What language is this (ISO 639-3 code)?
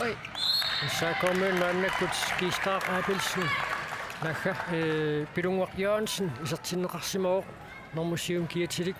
kal